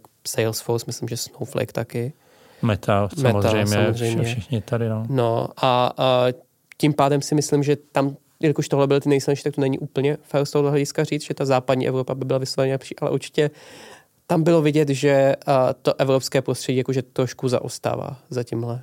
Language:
Czech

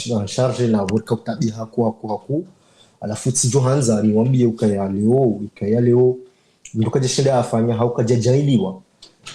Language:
Ngazidja Comorian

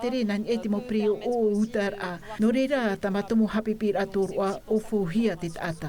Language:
Tahitian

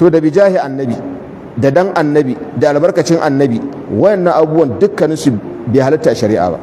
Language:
Hausa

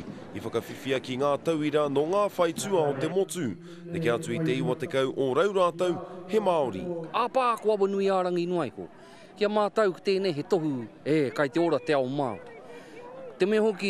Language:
Māori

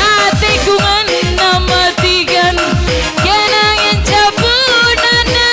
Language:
Batak Karo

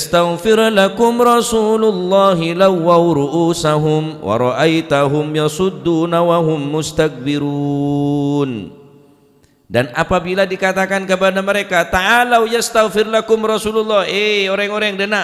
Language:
Madurese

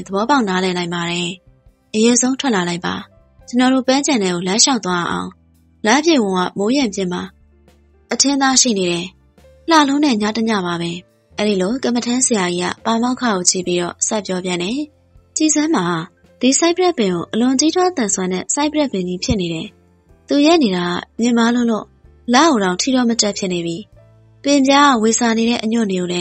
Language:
Burmese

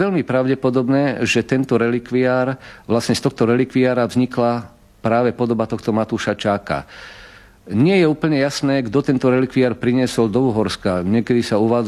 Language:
Slovak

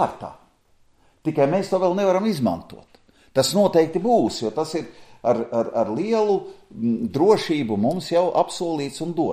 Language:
Latvian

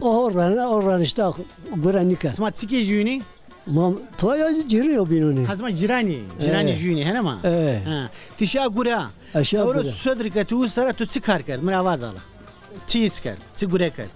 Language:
Zaza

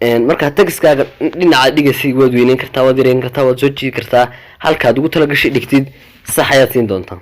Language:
Somali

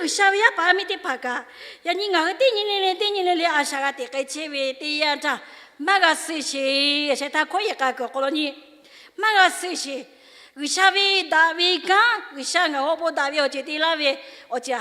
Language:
Lahu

